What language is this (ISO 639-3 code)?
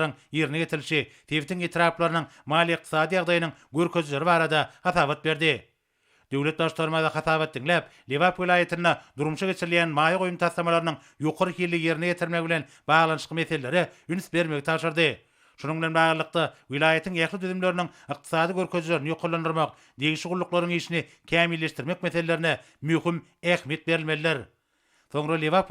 tuk